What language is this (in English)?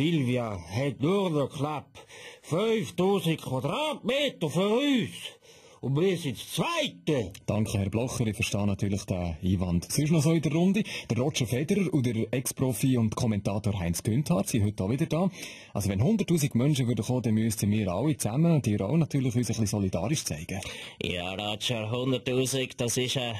Swiss German